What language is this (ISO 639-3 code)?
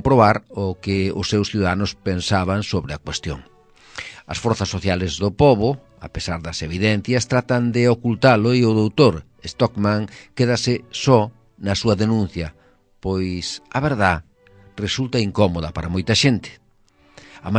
glg